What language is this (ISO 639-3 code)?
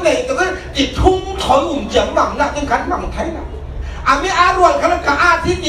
cfm